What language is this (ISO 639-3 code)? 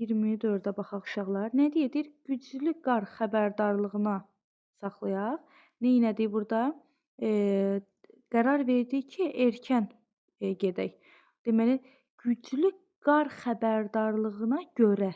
aze